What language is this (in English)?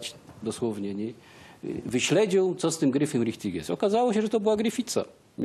Silesian